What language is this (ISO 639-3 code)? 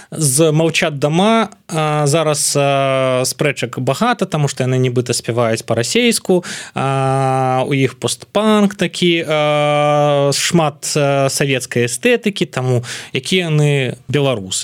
bel